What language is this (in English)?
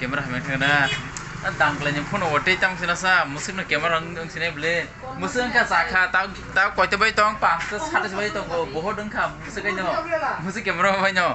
Kok Borok